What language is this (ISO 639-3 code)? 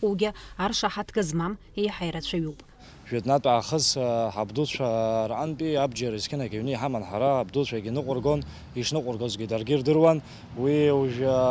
abk